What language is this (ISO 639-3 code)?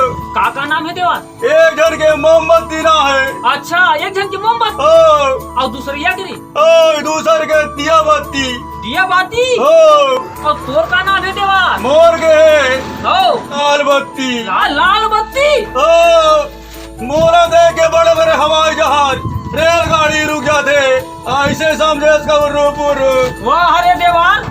hne